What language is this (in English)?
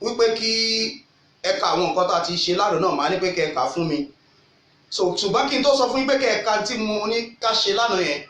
Yoruba